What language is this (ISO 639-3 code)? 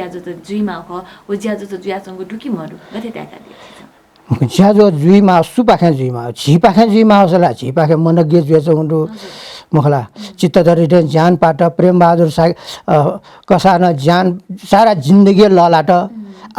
new